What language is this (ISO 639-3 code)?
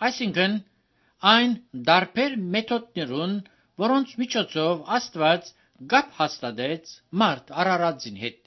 hye